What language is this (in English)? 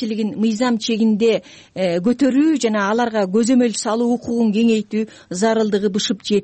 Kyrgyz